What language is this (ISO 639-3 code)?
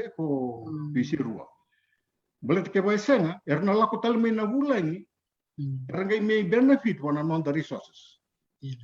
fij